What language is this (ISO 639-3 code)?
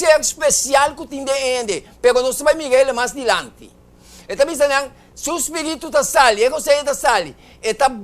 pap